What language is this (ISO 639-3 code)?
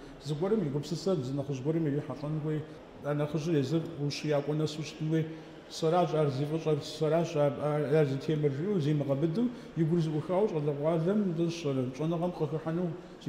kbd